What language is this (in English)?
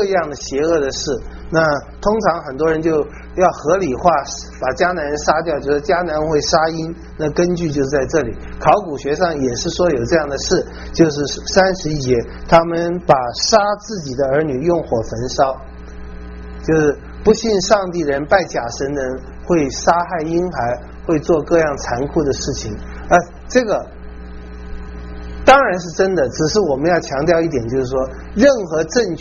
Chinese